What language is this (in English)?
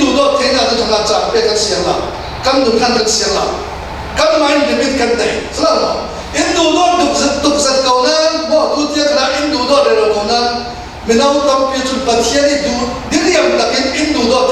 Falam Chin